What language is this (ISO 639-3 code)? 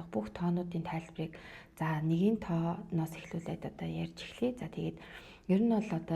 mon